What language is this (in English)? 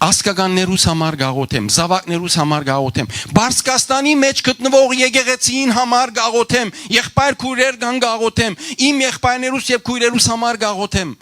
Western Armenian